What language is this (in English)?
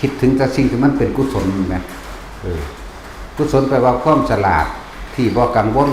Lao